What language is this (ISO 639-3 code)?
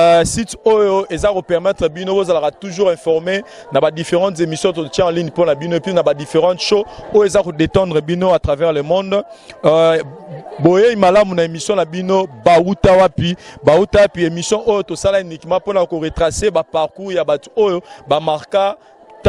lin